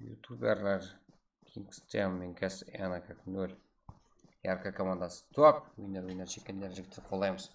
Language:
Kara-Kalpak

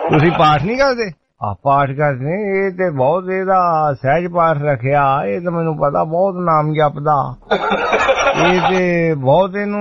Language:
Punjabi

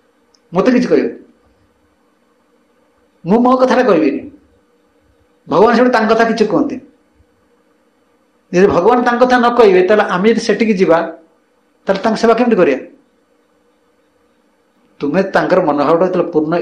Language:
Odia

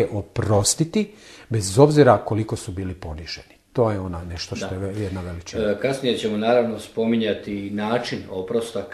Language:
Croatian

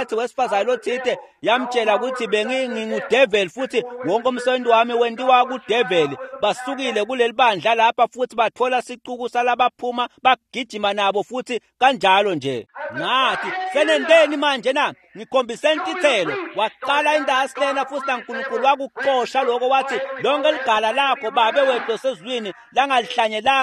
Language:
Swati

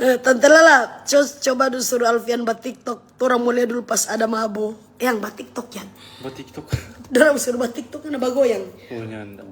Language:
Manado Malay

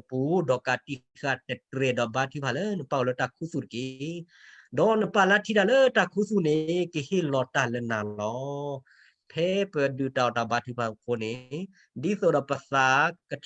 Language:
S'gaw Karen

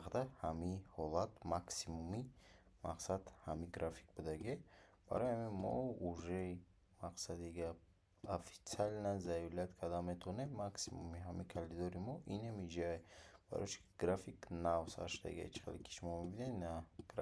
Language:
Tajik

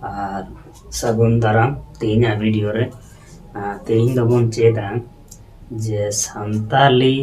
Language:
Santali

